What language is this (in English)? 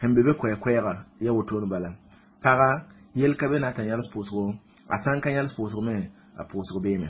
Mossi